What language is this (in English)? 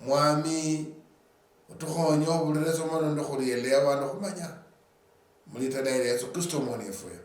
Luyia